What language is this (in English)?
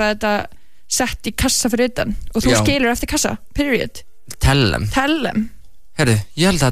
Icelandic